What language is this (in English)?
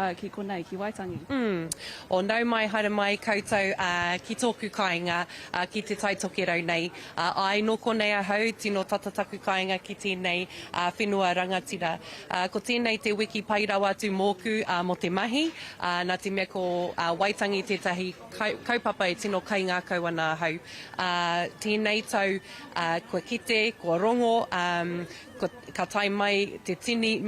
Māori